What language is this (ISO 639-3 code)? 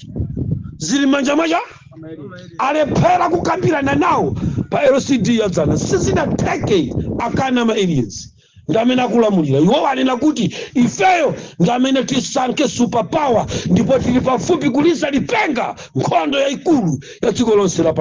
nya